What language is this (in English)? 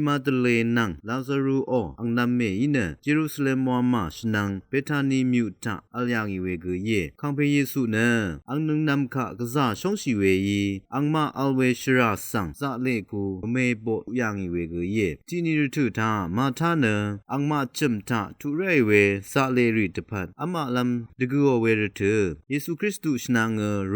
Rawang